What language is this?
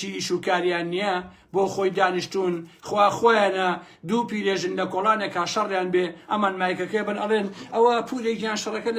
Central Kurdish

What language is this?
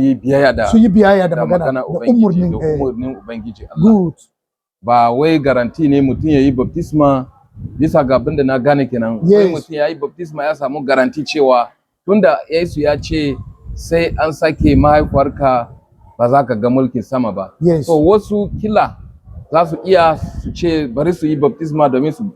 Hausa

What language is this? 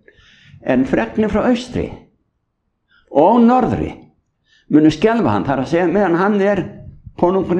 Icelandic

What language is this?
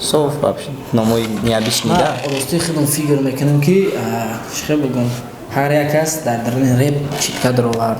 Tajik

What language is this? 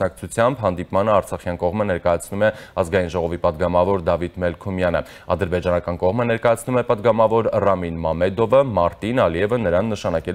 Armenian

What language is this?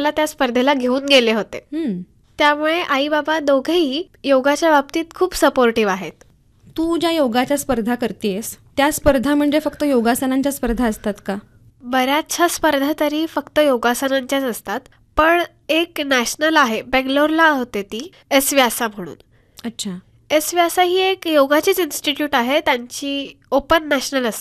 Marathi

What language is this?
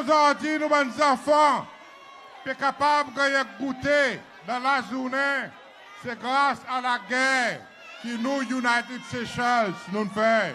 Seselwa Creole French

